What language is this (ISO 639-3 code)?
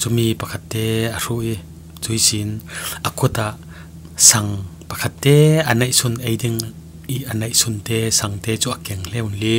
cfm